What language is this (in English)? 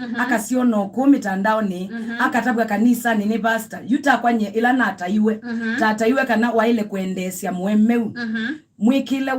Kamba